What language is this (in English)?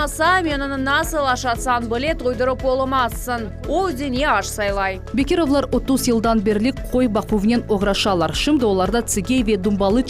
Crimean Tatar